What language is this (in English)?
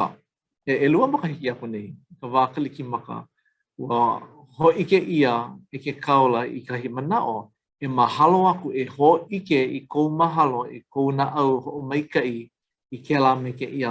Hawaiian